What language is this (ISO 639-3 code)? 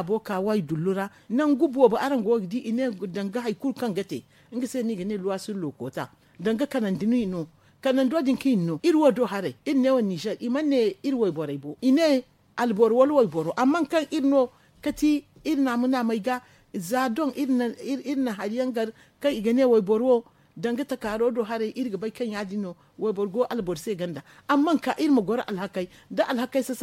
dje